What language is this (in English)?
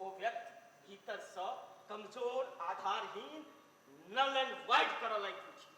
Maithili